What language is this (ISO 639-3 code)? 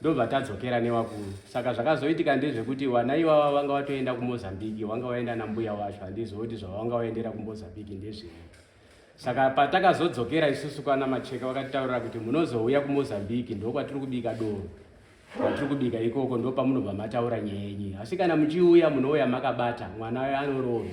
sna